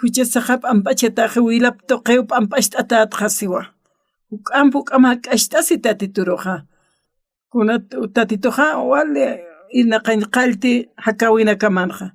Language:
Aymara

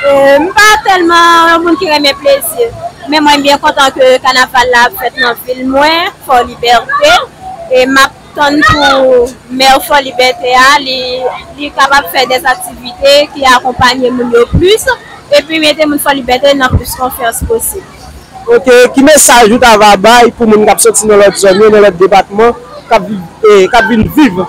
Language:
Haitian Creole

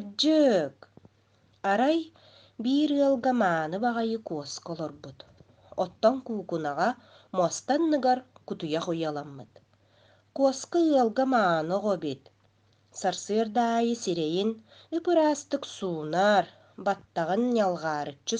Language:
Yakut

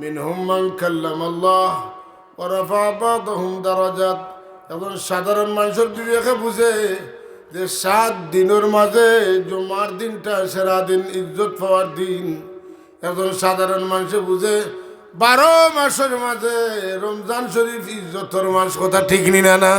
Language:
Sylheti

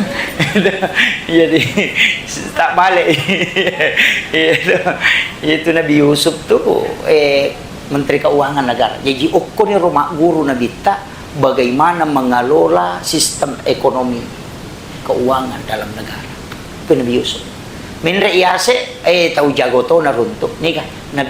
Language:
Buginese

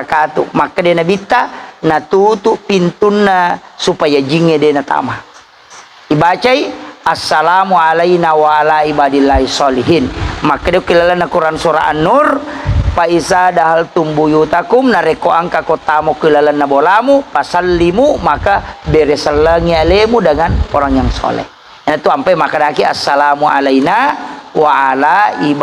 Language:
Buginese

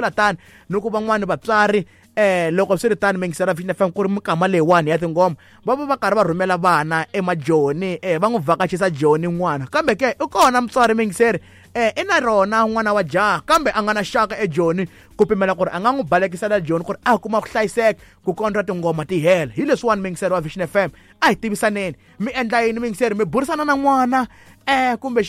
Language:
Tsonga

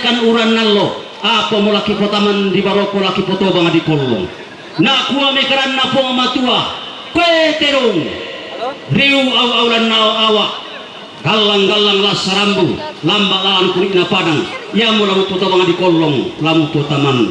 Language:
Toraja-Sa'dan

